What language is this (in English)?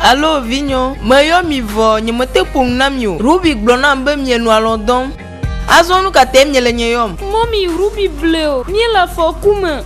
Ewe